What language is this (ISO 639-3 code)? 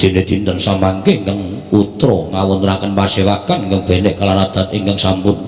jav